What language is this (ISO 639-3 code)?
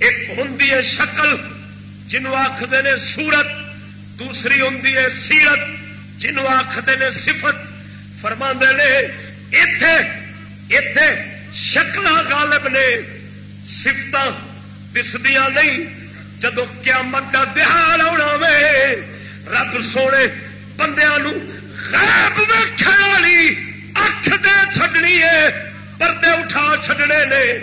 skr